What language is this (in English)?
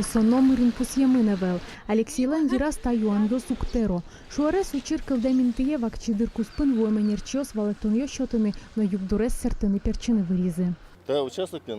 Udmurt